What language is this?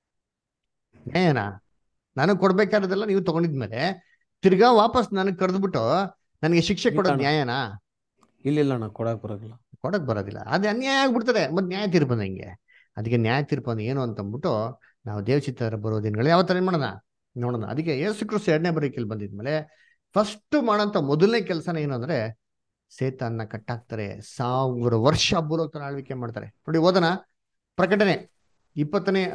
Kannada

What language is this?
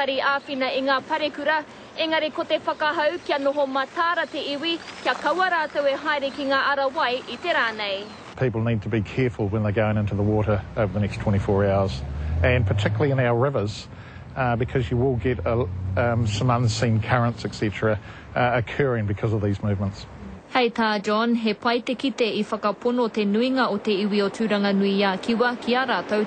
Māori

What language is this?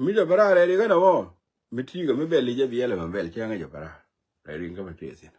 Nuer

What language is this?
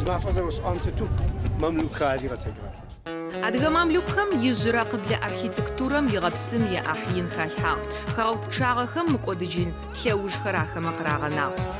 Adyghe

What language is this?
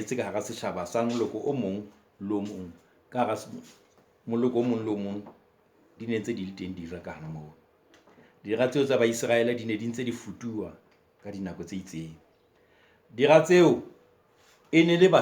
Southern Sotho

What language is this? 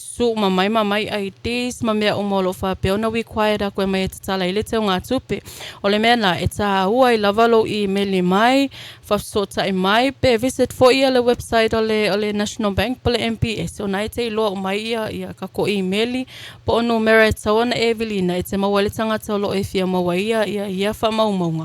Samoan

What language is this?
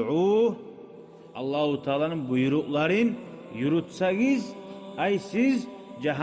Kumyk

